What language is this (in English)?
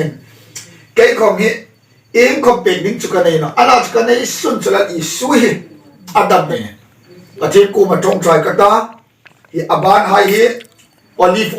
Hmar